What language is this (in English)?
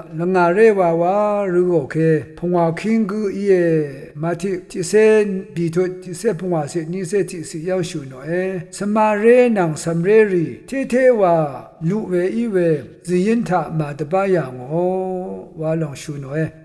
Rawang